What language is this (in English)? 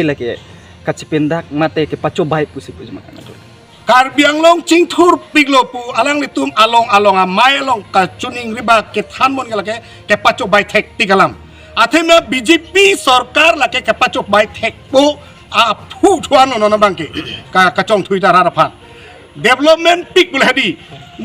Karbi